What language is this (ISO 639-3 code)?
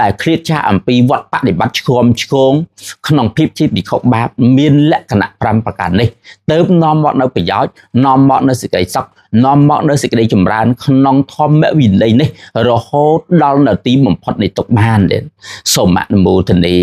khm